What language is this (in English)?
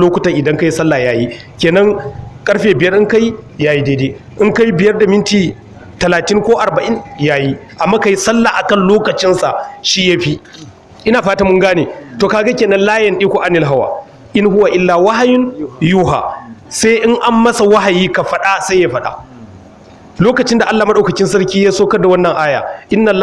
Hausa